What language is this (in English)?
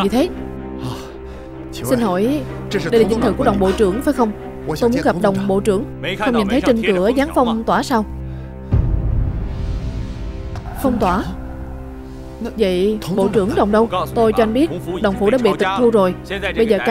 Vietnamese